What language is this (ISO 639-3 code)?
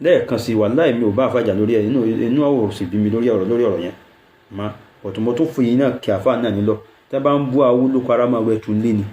yor